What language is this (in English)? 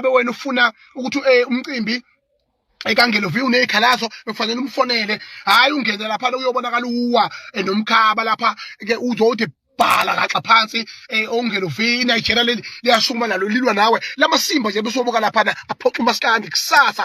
Zulu